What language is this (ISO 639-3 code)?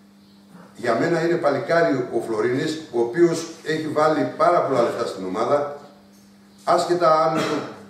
ell